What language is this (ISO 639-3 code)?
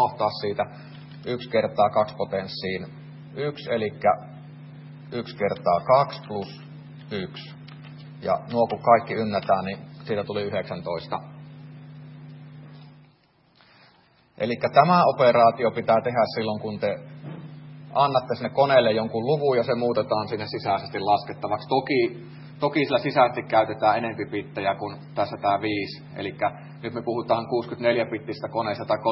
fin